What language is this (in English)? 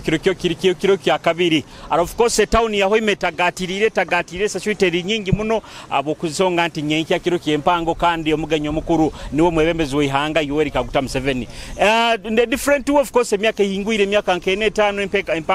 Nyoro